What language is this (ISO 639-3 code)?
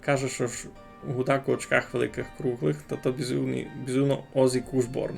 rue